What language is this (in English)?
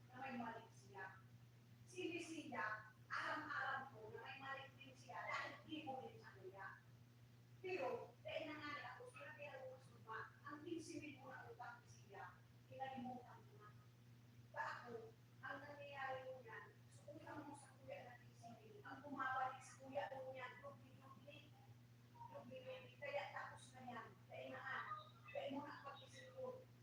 Bikol